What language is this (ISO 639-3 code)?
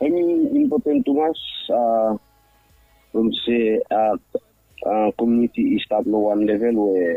bis